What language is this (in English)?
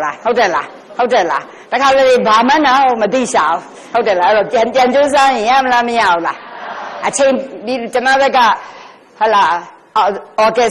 Burmese